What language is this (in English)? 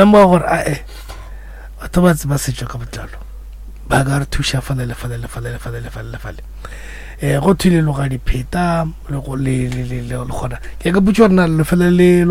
Northern Sotho